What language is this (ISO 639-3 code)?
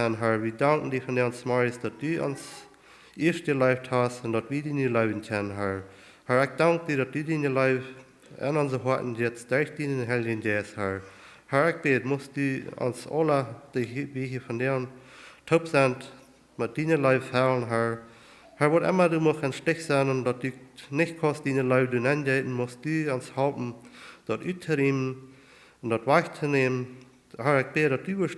pdt